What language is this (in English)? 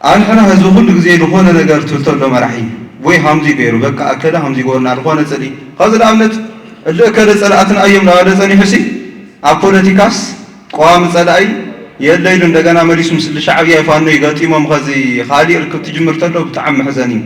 Tigrinya